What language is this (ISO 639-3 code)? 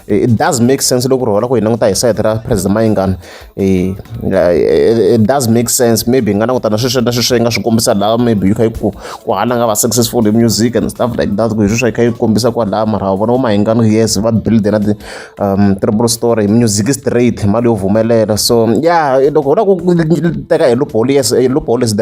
tso